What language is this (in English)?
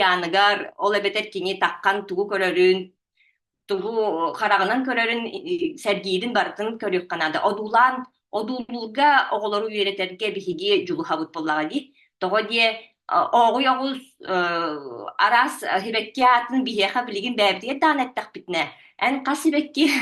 Yakut